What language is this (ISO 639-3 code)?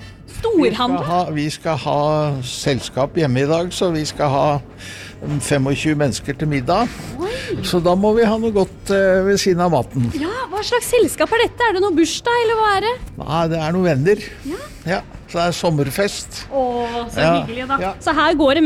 nor